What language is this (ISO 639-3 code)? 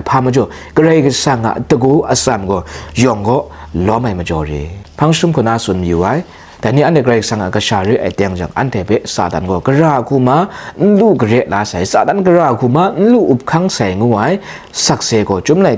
kac